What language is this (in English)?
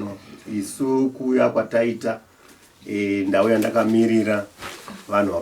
Shona